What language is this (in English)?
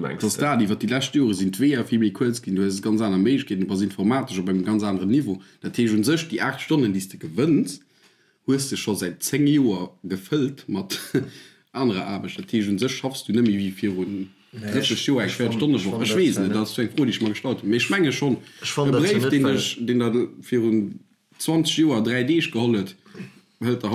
Luxembourgish